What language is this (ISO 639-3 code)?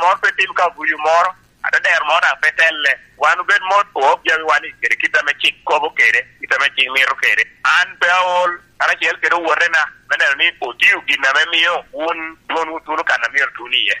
laj